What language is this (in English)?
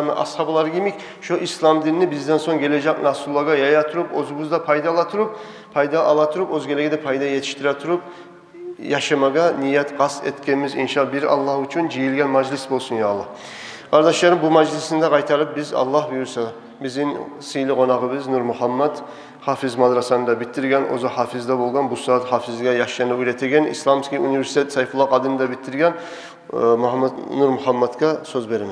Kumyk